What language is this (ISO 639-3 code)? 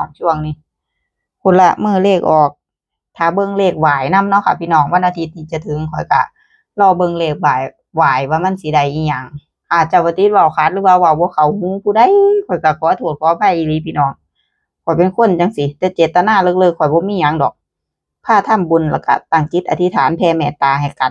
tts